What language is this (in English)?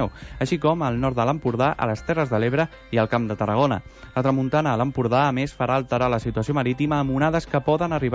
Catalan